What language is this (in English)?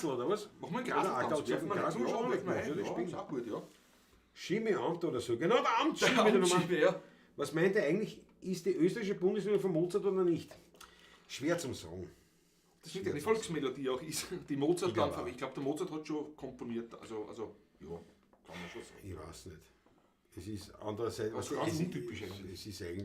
Bavarian